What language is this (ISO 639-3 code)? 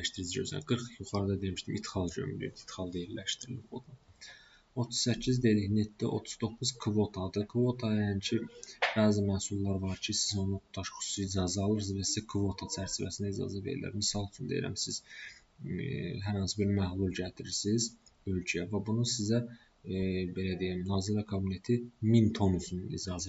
aze